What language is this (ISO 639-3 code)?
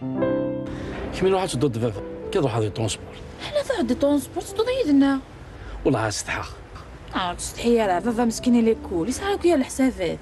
kab